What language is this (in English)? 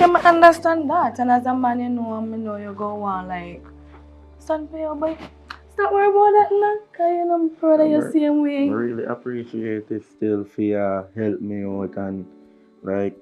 Jamaican Creole English